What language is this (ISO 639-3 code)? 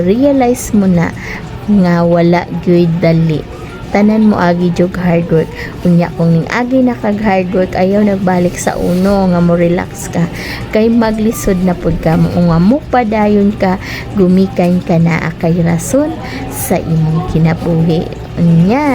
ceb